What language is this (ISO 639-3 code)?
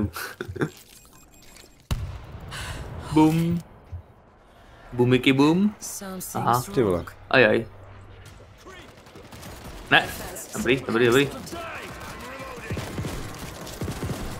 ces